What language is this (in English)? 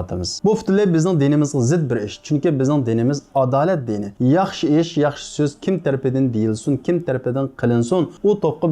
Uyghur